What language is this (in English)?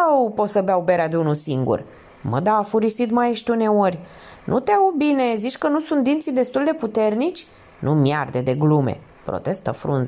Romanian